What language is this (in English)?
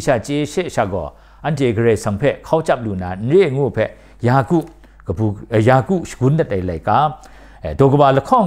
Kachin